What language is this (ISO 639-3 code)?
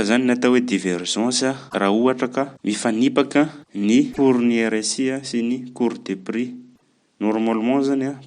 mlg